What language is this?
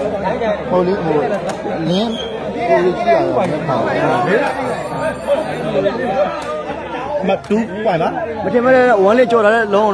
Burmese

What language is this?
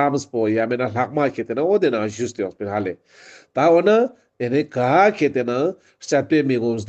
Ladakhi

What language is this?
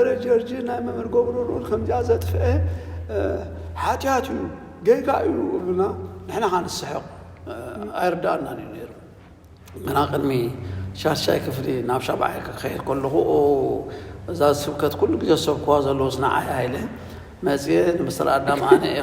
Tigrinya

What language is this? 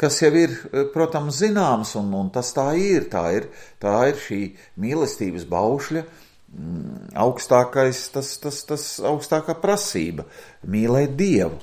Latvian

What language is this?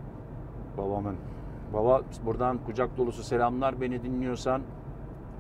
Turkish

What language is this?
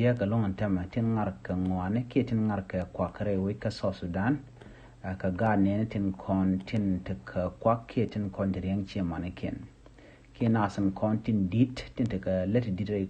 Nuer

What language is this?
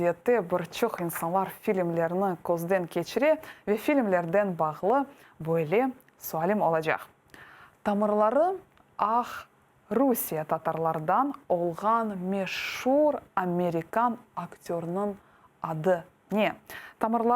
Crimean Tatar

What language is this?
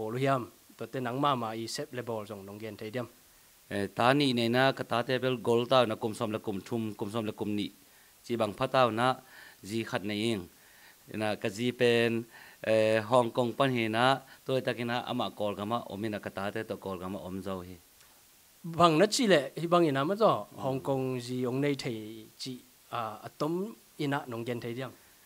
Tedim Chin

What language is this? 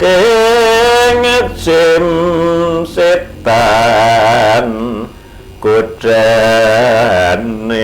Javanese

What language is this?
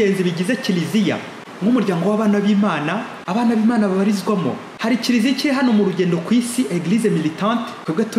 Kinyarwanda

